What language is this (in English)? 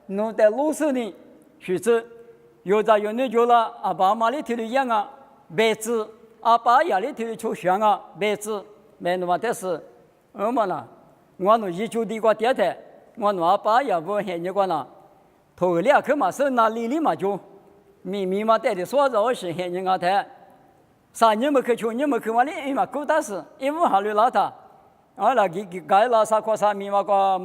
Lisu